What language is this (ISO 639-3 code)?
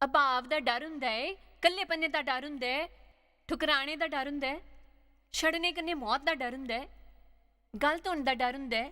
doi